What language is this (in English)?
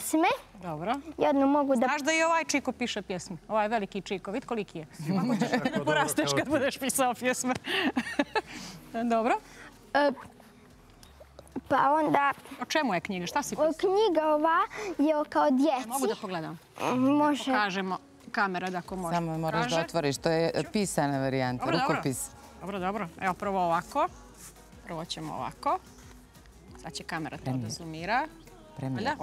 Bosnian